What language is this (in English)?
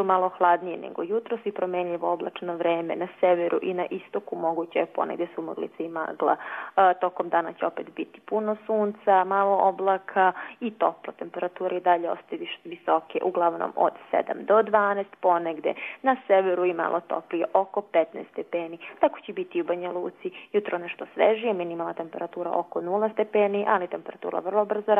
Croatian